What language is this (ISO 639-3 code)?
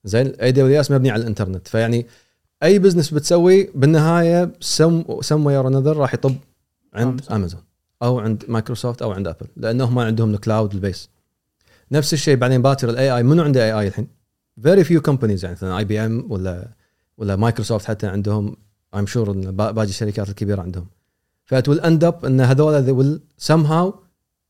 afb